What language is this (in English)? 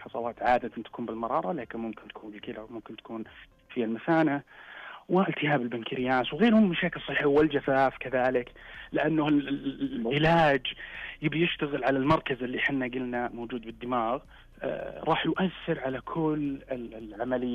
Najdi Arabic